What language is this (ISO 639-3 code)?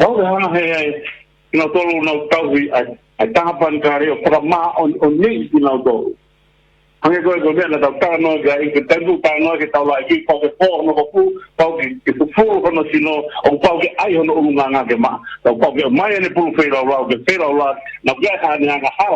ton